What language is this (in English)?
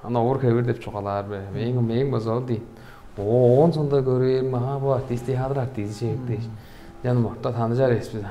Tuvinian